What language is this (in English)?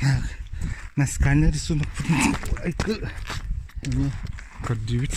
Yakut